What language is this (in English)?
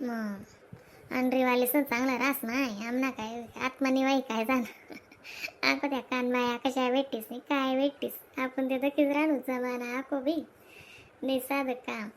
Khandesi